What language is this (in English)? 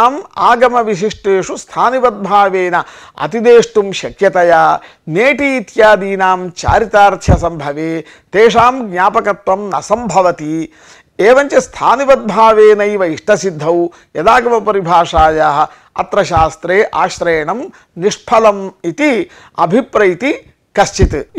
Sanskrit